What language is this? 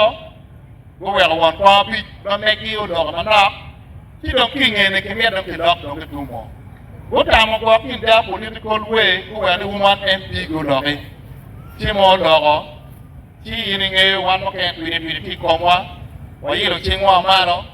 Acoli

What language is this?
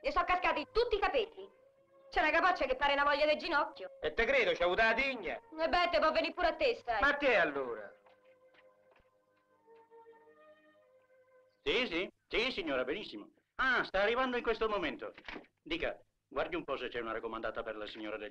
Italian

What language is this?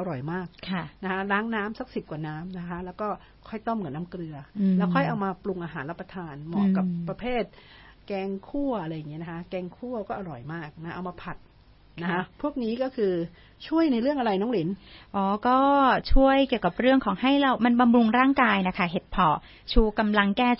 Thai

